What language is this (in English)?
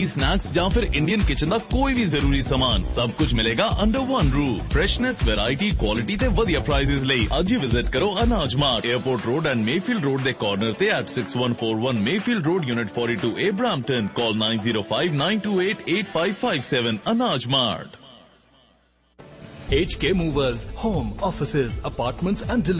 Punjabi